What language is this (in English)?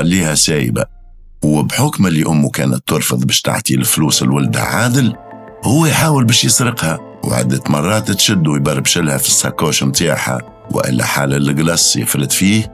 Tunisian Arabic